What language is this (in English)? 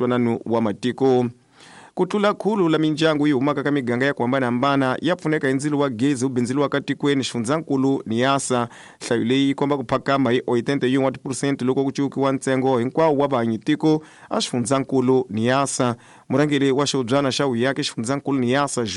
Tsonga